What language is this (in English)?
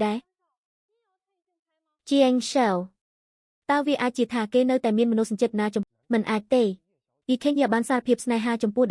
Khmer